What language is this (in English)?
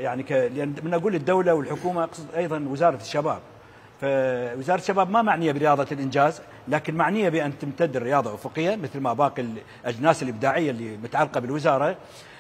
Mesopotamian Arabic